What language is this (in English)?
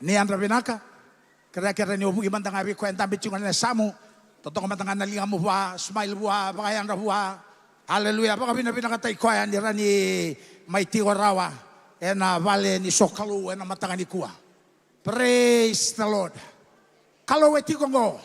Fijian